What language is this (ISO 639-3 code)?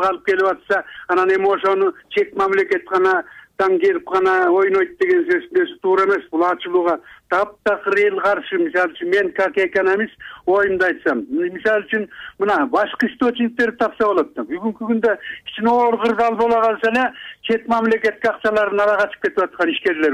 kir